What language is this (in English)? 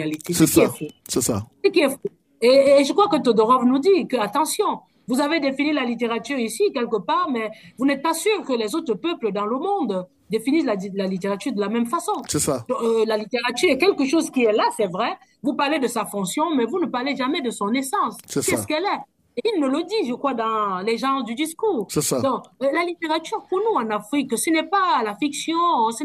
French